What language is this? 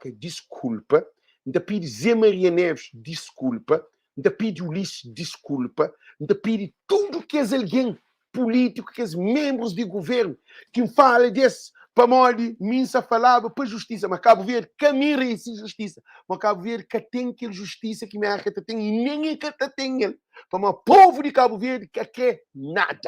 Kabuverdianu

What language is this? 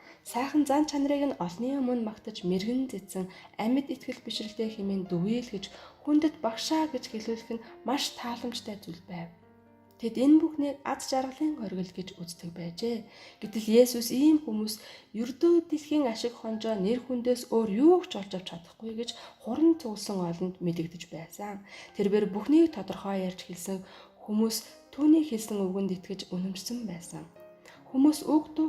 Mongolian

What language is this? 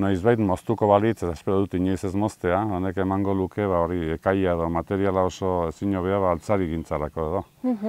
Basque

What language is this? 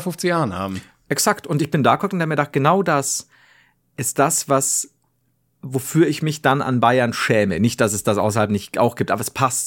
German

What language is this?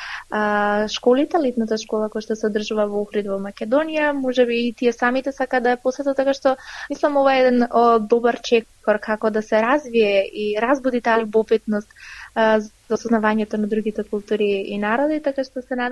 Macedonian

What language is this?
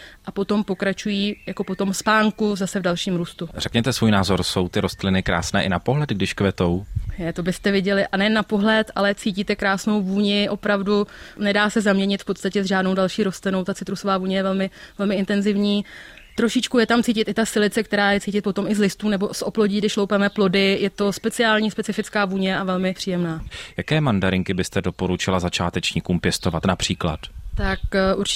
Czech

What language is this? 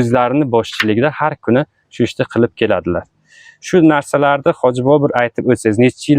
Uzbek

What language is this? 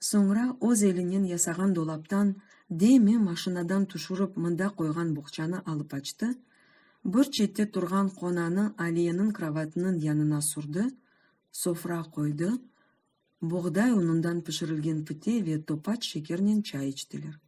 Crimean Tatar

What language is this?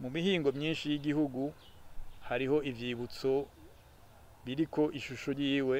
Rundi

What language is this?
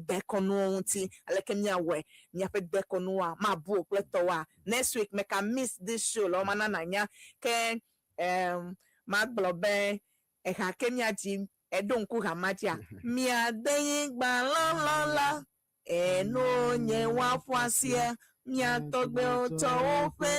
Ewe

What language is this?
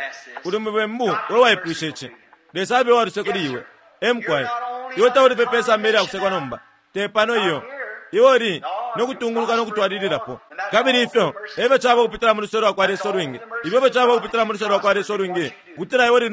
Bemba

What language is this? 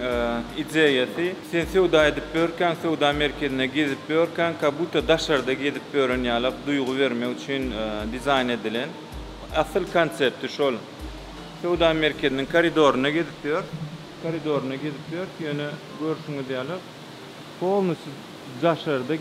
Turkmen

